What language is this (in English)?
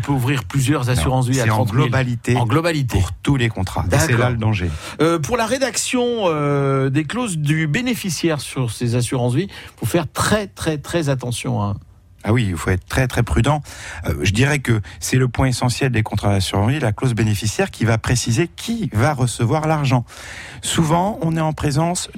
French